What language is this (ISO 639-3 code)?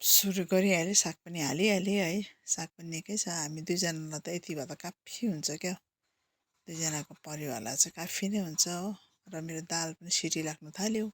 nep